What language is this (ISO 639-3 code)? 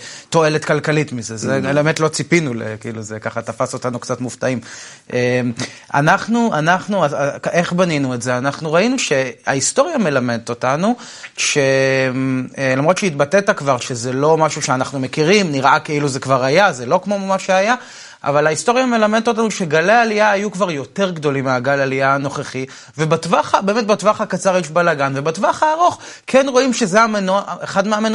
heb